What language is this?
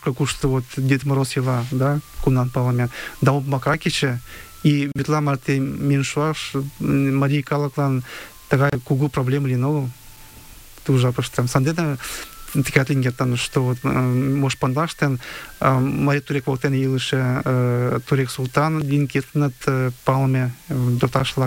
Mari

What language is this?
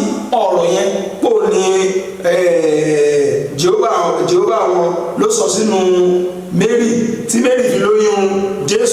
Yoruba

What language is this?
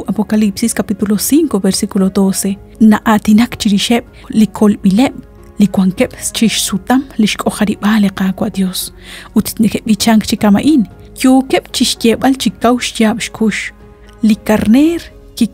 Kekchí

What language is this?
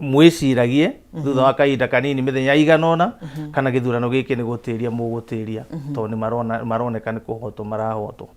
Kikuyu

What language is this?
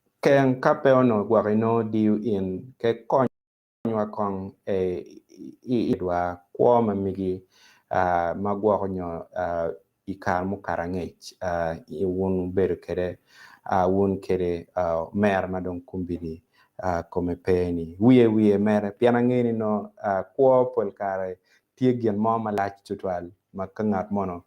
Acoli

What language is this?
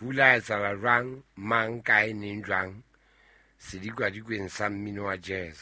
Southern Sotho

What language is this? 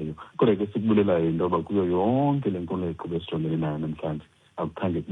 Xhosa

